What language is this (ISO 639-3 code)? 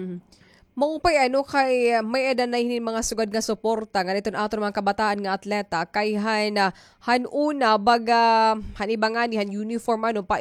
war